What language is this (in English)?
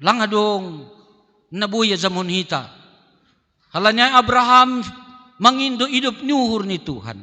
Batak Simalungun